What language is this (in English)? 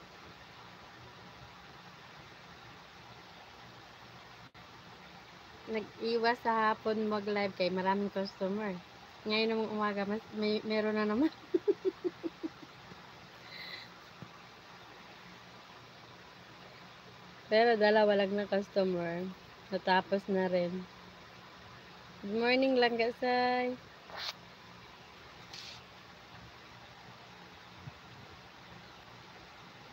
Filipino